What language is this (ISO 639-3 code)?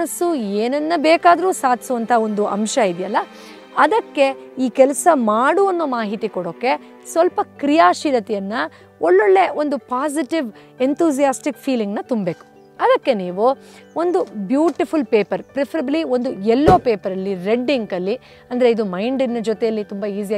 kan